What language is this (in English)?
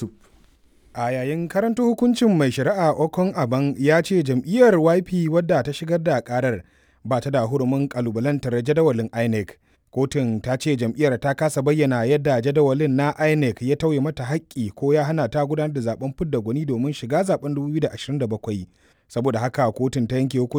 Hausa